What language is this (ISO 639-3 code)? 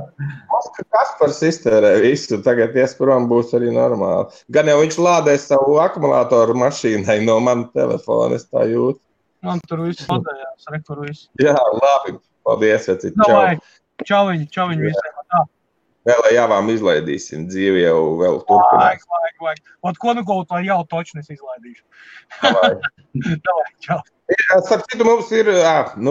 lav